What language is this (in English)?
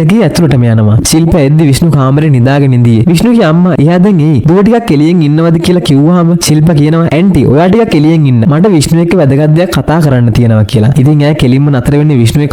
Sinhala